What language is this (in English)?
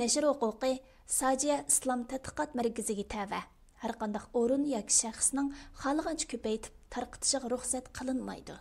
Uyghur